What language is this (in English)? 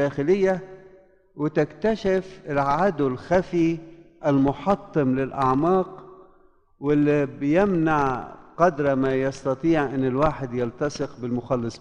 Egyptian Arabic